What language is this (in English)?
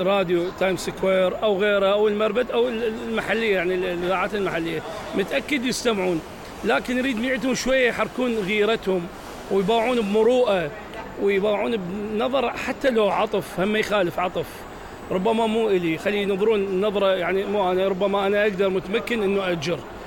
Mesopotamian Arabic